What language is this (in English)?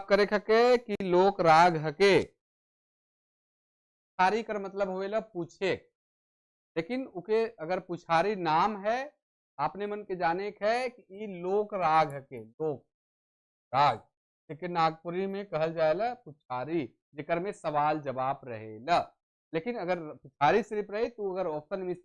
Sadri